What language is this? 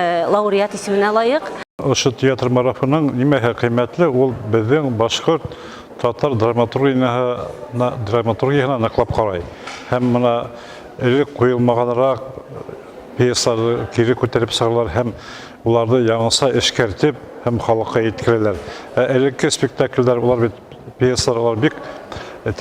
Bashkir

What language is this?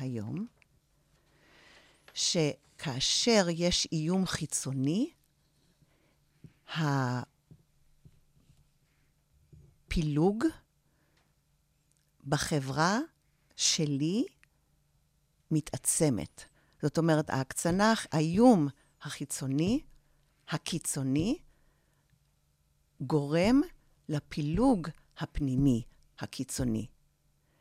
Hebrew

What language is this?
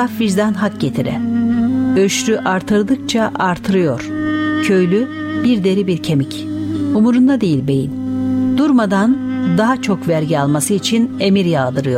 Turkish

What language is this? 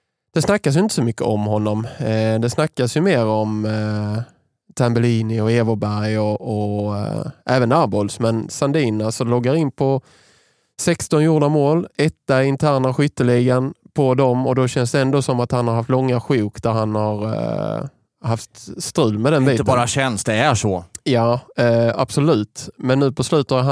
Swedish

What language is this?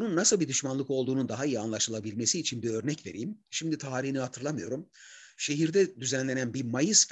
Turkish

